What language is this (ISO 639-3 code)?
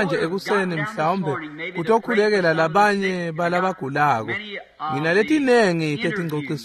ssw